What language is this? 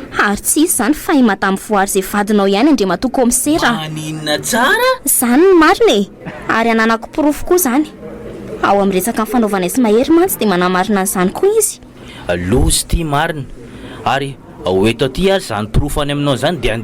Malagasy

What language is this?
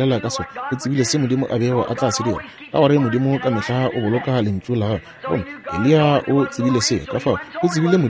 Northern Sotho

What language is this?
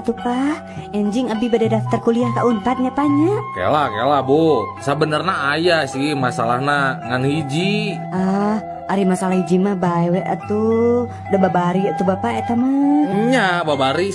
Sundanese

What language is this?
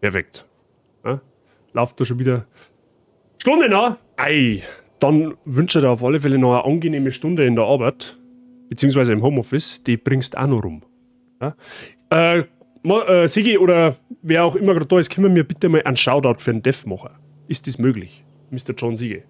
Bavarian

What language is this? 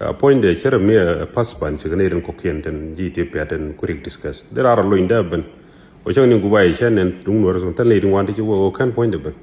Nuer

